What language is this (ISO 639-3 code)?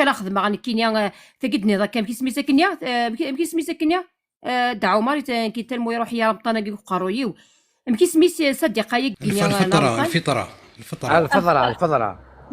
kab